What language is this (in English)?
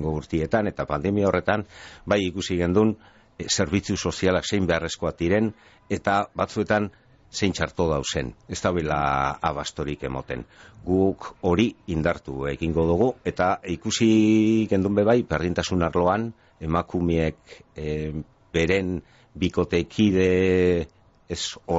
Basque